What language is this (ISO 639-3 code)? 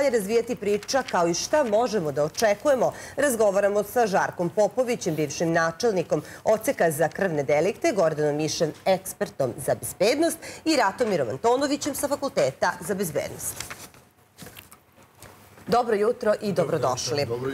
srp